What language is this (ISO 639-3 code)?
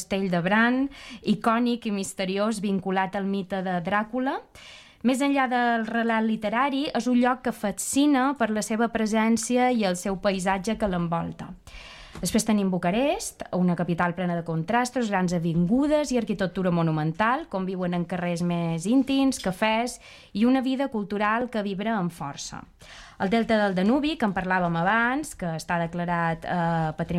cat